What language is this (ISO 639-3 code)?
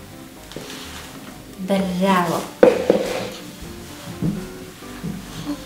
srp